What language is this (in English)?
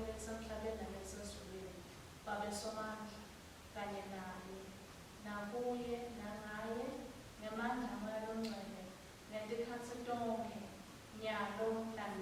Swati